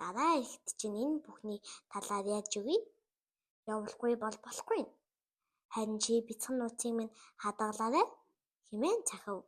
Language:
Mongolian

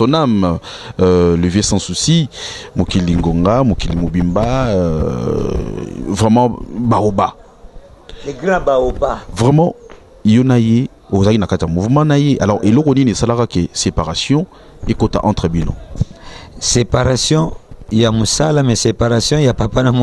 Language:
Lingala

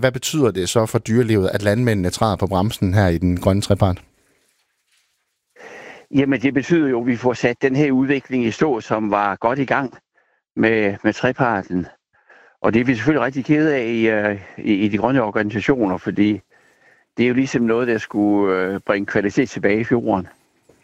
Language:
Danish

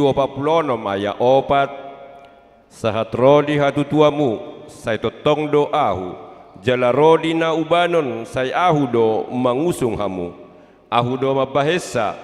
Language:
Batak Toba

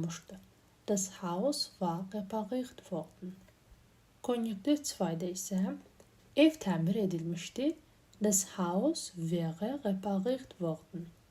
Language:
Azerbaijani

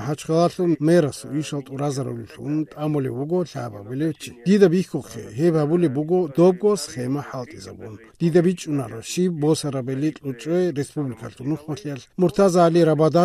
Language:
Avaric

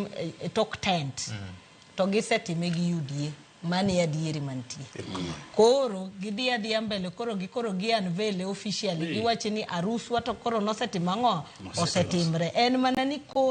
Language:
Luo (Kenya and Tanzania)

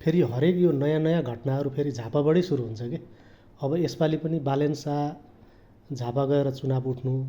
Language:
Nepali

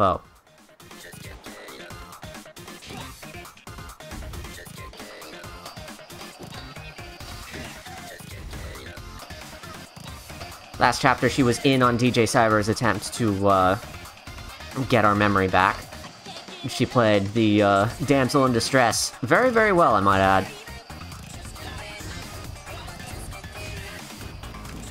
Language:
English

